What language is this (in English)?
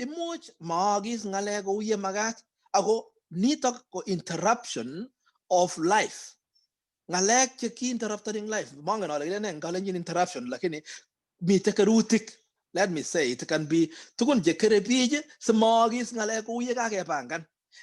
Kalenjin